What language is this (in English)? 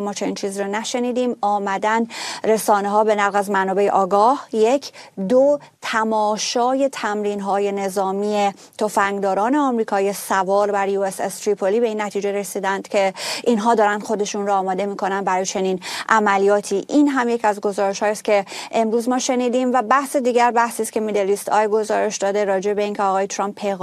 Persian